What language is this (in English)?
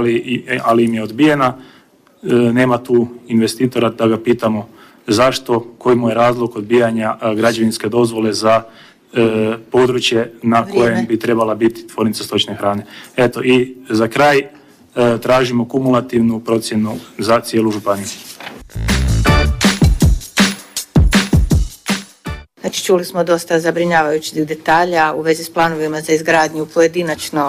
Croatian